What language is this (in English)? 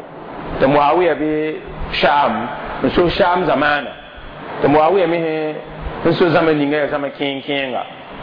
Mossi